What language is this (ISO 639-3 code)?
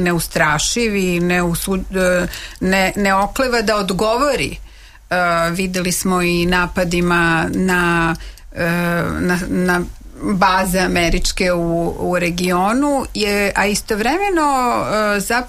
srp